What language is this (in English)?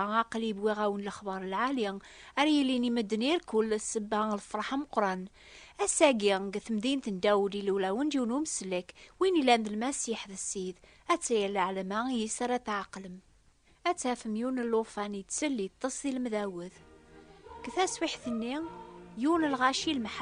Kabyle